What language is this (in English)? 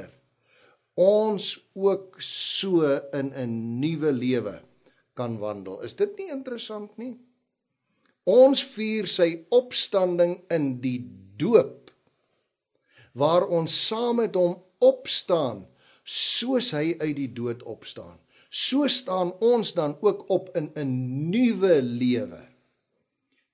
Afrikaans